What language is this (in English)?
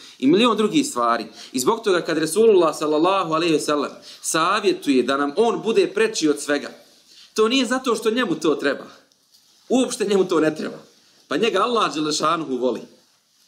Bosnian